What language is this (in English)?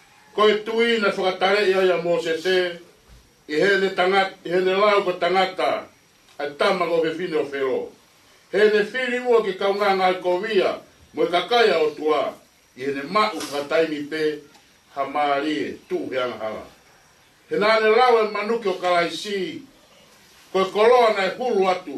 Tongan